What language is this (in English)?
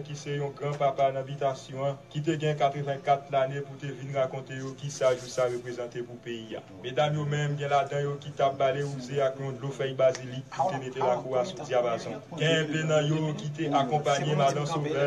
Haitian Creole